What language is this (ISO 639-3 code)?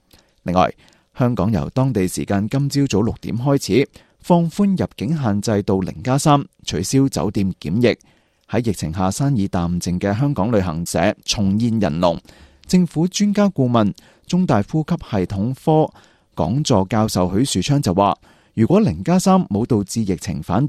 yue